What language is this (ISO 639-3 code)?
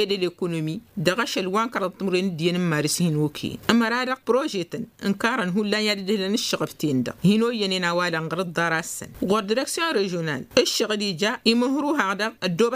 taq